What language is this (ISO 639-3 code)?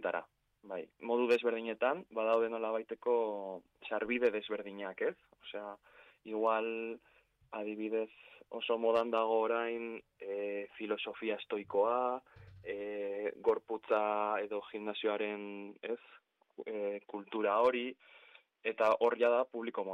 eus